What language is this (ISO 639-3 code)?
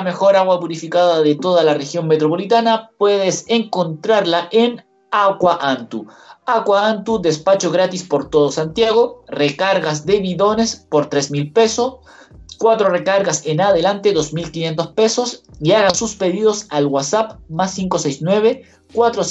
spa